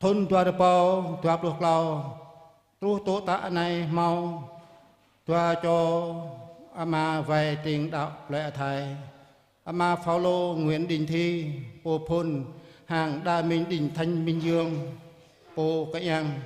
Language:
Jarai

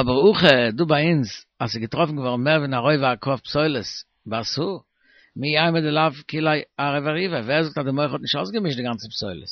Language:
Yiddish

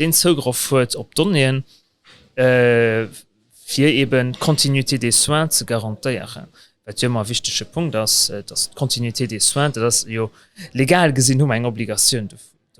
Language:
Luxembourgish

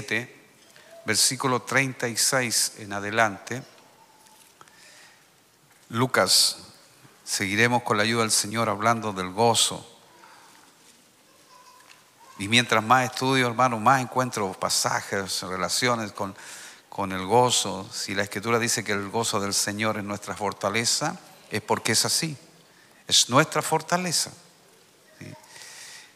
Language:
Spanish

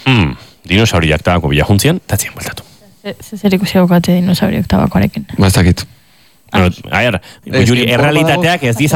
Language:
Basque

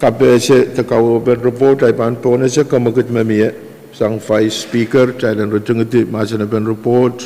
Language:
Pohnpeian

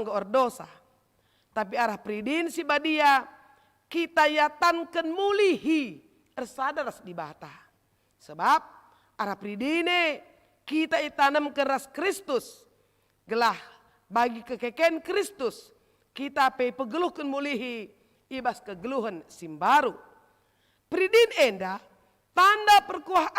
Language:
Batak Karo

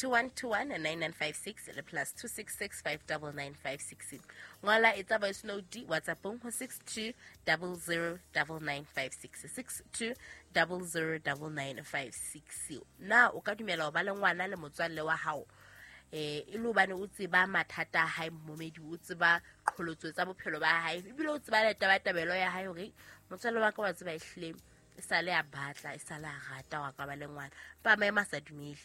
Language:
Southern Sotho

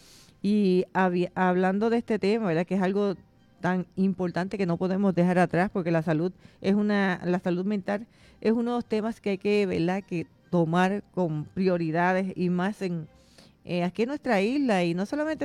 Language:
Spanish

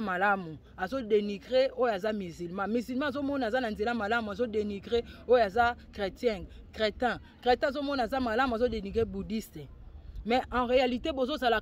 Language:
Lingala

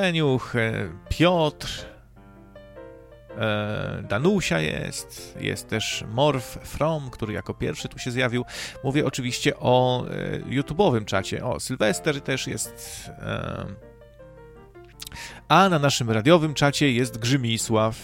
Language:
Polish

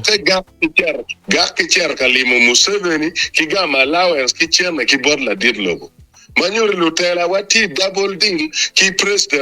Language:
Acoli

